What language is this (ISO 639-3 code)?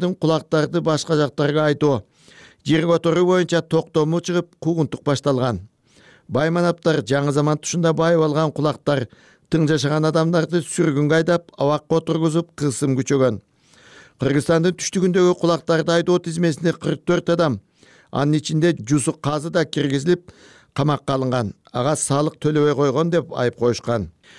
kir